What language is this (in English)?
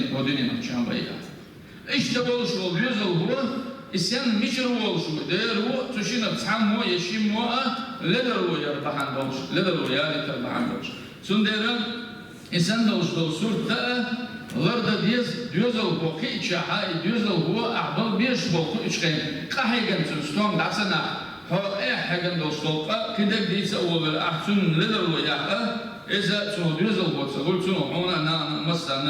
Chechen